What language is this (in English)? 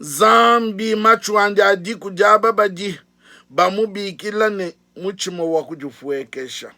Luba-Lulua